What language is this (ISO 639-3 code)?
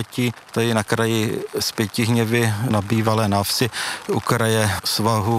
ces